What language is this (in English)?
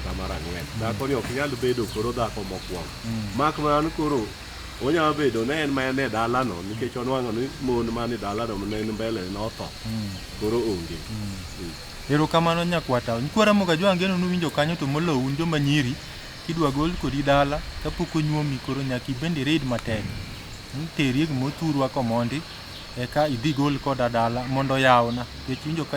Luo (Kenya and Tanzania)